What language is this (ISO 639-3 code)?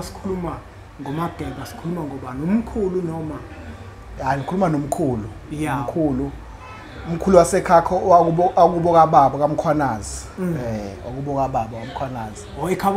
zul